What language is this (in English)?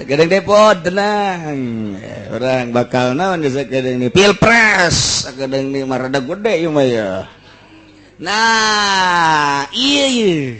Sundanese